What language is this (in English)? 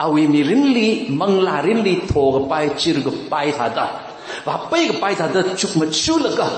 Tangkhul Naga (India)